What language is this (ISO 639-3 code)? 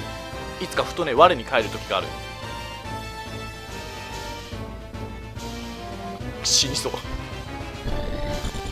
jpn